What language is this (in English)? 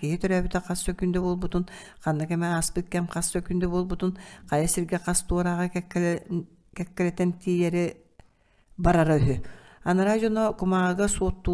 Yakut